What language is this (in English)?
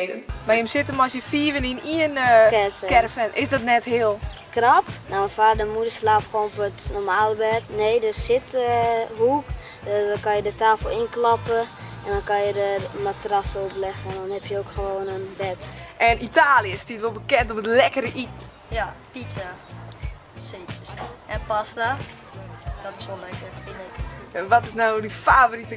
Western Frisian